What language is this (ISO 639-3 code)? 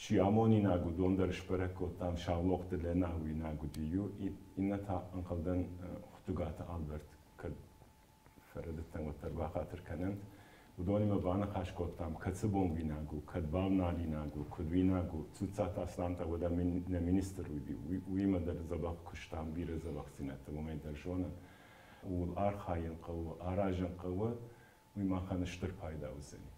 oss